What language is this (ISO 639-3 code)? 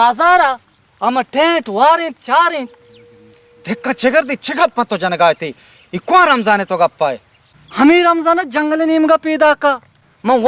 bal